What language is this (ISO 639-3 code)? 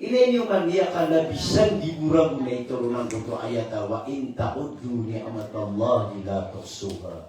mrw